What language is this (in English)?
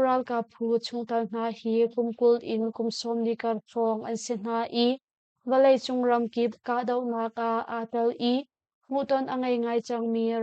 Hakha Chin